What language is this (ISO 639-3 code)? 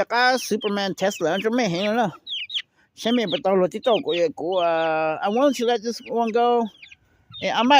hmn